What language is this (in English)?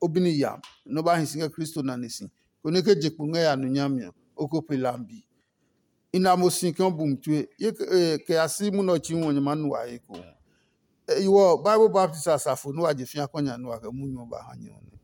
Adangme